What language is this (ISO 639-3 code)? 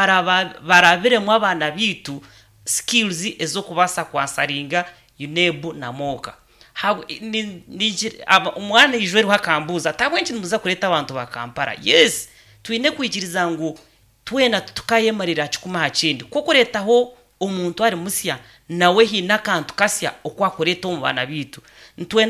nyn